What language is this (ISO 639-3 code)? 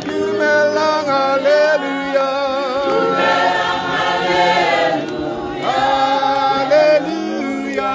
tsn